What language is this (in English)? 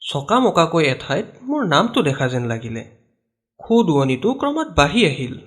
Assamese